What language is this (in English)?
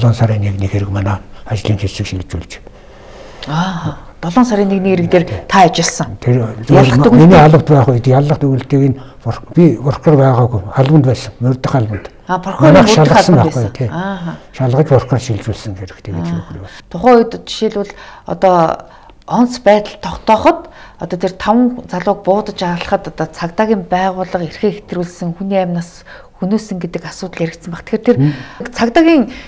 Mongolian